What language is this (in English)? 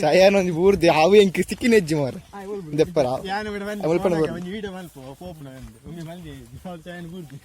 Tulu